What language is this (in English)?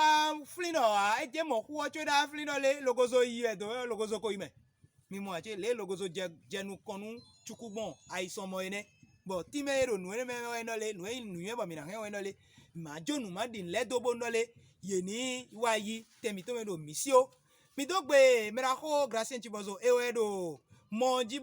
Fon